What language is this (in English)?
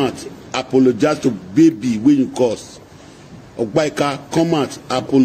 Nigerian Pidgin